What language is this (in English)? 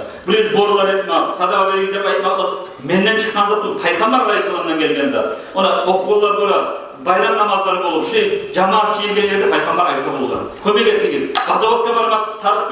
Kumyk